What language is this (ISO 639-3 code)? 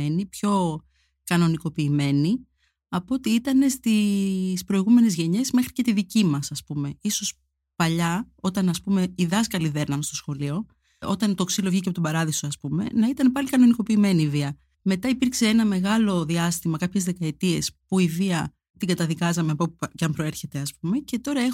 ell